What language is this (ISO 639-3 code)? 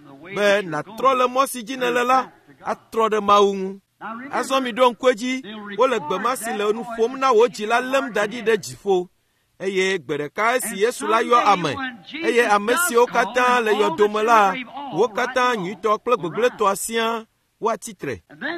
ewe